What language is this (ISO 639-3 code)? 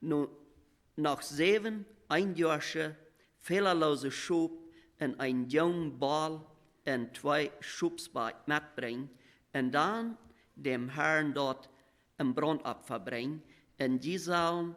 pdt